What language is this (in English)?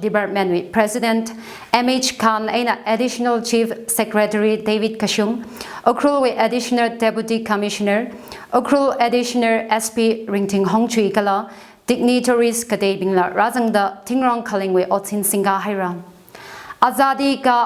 Tangkhul Naga (India)